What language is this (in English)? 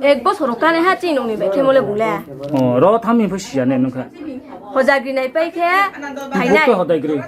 Riang (India)